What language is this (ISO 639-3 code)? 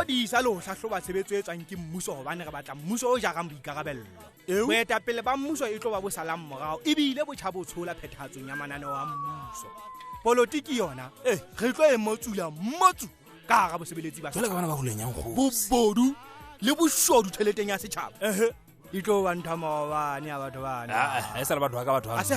sot